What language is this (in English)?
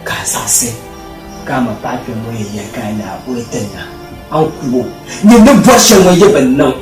Dagbani